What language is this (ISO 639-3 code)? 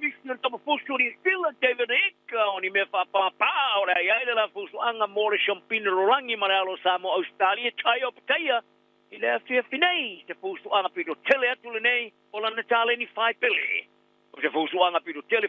smo